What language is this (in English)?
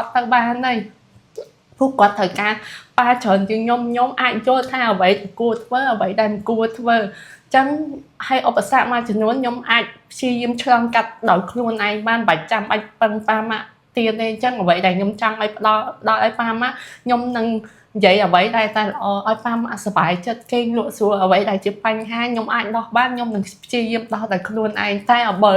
Khmer